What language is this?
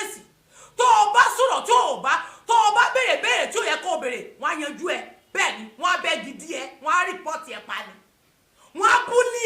Yoruba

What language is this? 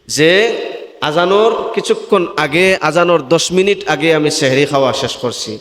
Sylheti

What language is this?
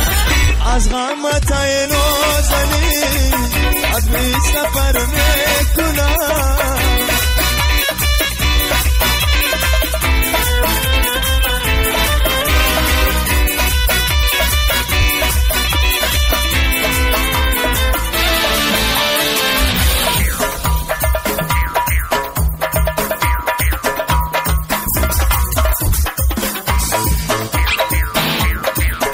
Persian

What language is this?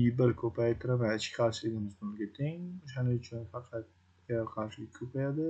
Uzbek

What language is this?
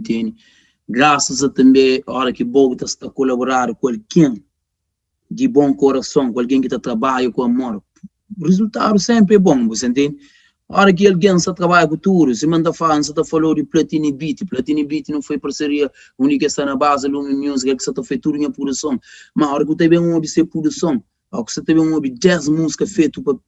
Kabuverdianu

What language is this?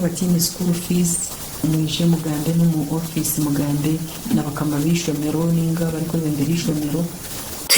Nyankole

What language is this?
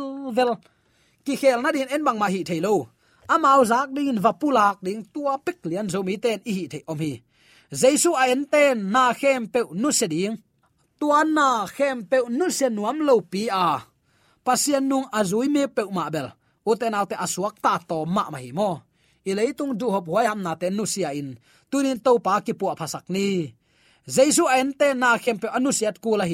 Tedim Chin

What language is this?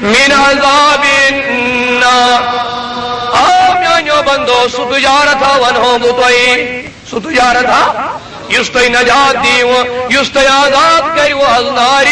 Kashmiri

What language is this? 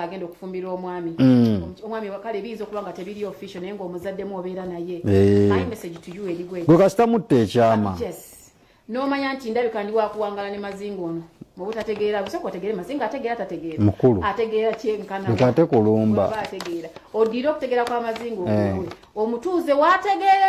Ganda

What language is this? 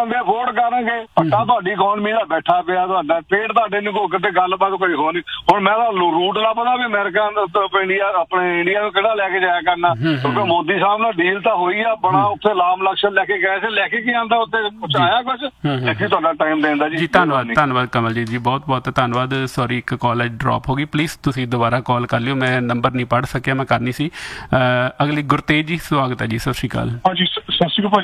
Punjabi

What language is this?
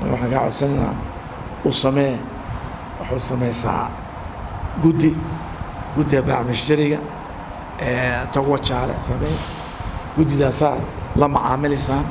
Somali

